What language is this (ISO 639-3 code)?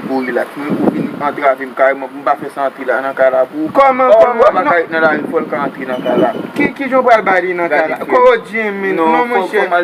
hat